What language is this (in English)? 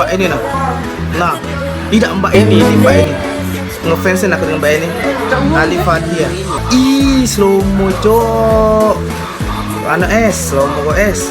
Musi